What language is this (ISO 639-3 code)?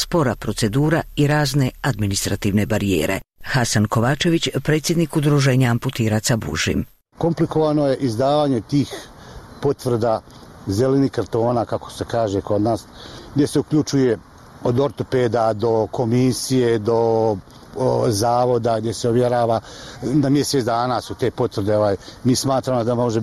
bos